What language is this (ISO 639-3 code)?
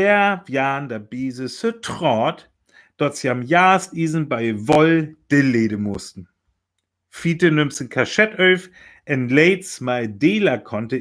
frr